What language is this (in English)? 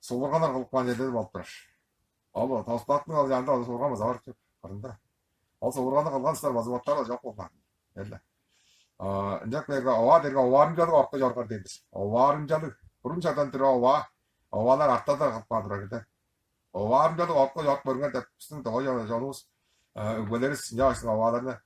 Tuvinian